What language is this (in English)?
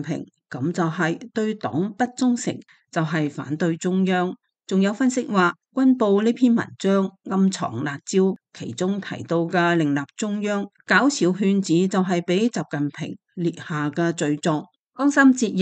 Cantonese